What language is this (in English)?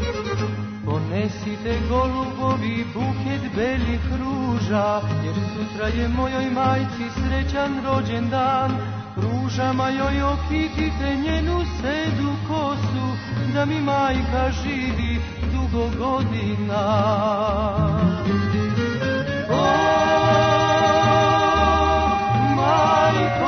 Serbian